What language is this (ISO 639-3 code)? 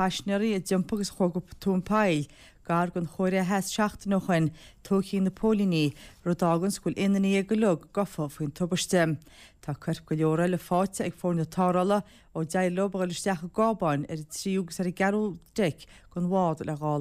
gle